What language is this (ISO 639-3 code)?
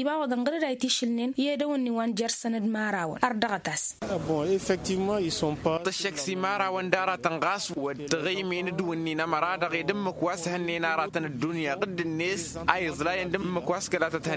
taq